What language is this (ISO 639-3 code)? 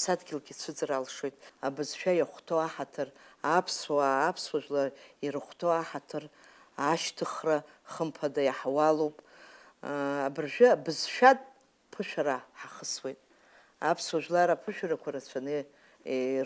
abk